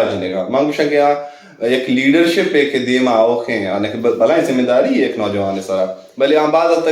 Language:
Brahui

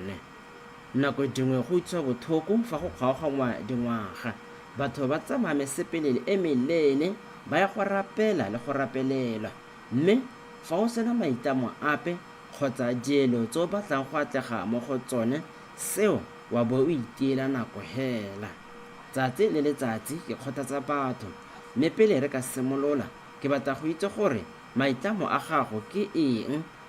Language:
Tswana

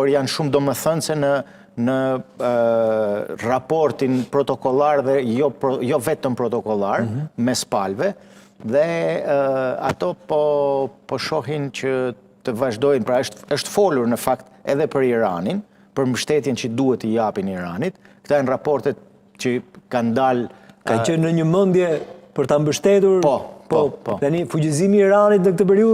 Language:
Albanian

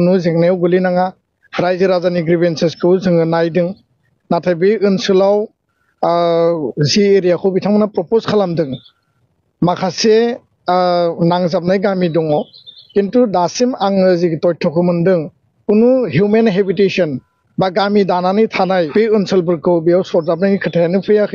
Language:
Bodo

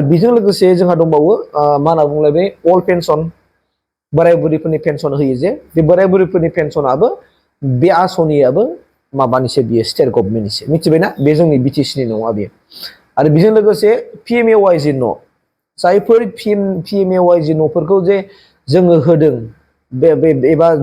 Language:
Bodo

